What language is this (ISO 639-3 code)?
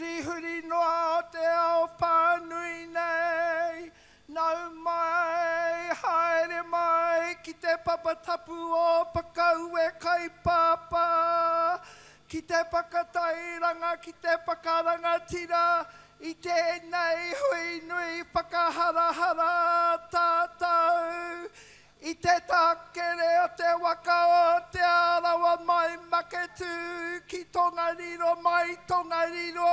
mri